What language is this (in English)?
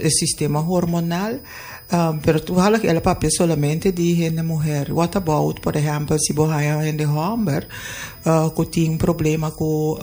Papiamento